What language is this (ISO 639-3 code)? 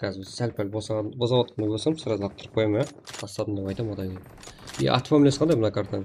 kaa